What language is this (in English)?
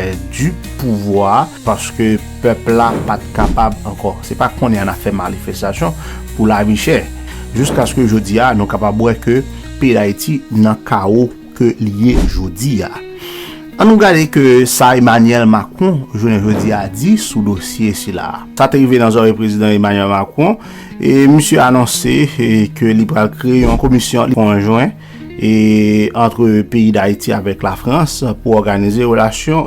Haitian Creole